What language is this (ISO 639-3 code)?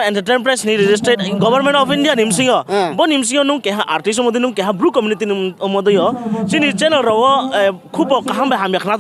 ria